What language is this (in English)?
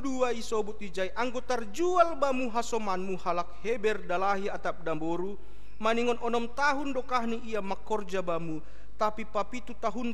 Batak Simalungun